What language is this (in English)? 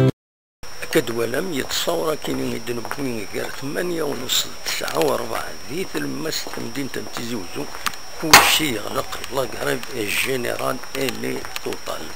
Kabyle